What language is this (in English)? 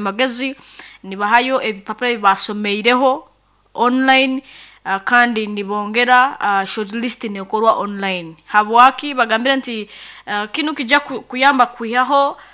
Nyoro